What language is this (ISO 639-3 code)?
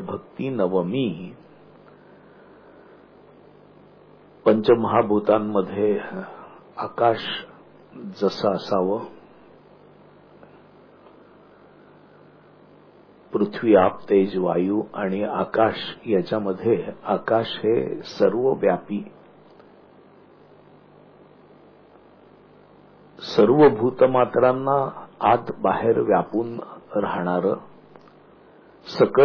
mar